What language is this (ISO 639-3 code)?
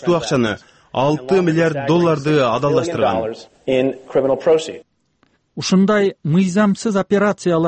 kir